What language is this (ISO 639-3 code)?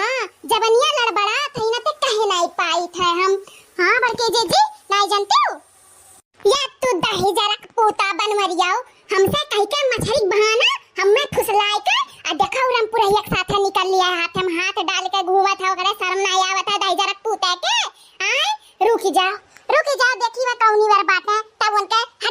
awa